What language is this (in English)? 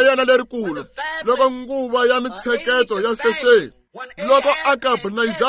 Tsonga